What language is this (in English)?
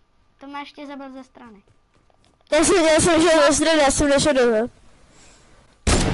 Czech